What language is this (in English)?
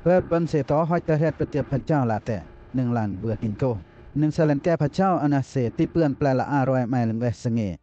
Western Lawa